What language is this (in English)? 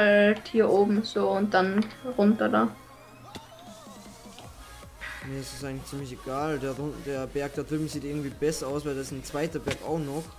German